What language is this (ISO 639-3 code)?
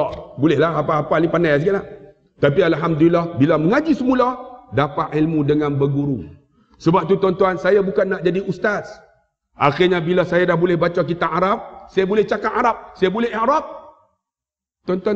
msa